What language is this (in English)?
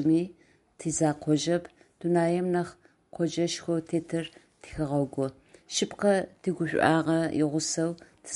Adyghe